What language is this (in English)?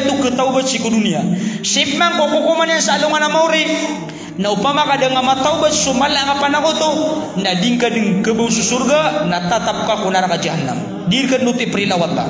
Maranao